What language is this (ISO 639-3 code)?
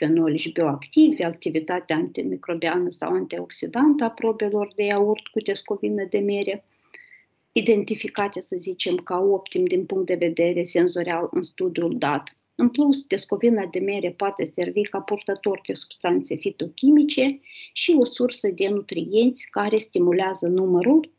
ron